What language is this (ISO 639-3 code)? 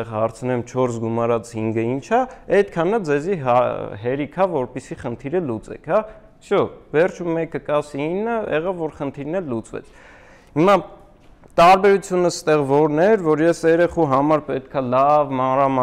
hye